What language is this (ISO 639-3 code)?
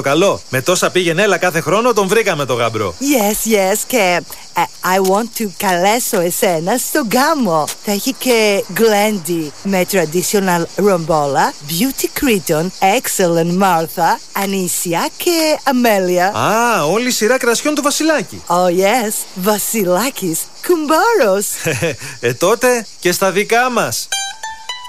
ell